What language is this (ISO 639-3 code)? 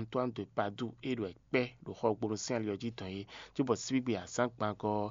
fon